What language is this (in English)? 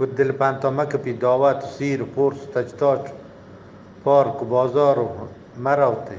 Eastern Balochi